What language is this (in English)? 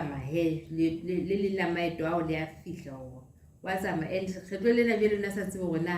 Southern Sotho